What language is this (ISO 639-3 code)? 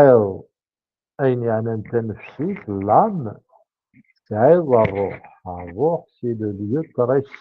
kab